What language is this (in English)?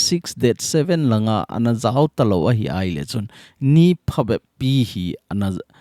Thado Chin